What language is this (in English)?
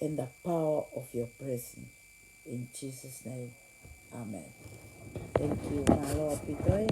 Tongan